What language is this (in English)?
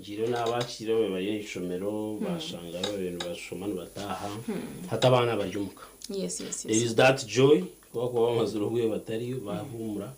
Nyankole